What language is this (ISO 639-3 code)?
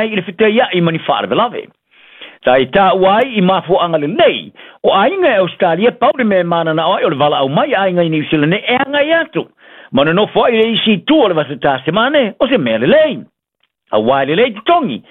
smo